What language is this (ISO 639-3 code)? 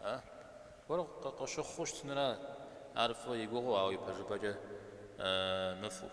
kbd